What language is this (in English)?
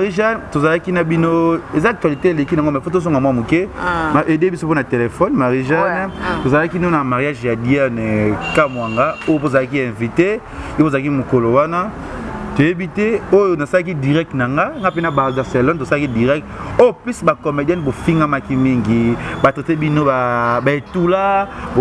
Lingala